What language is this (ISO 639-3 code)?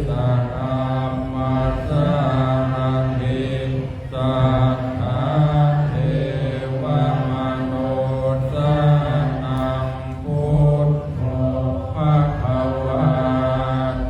pli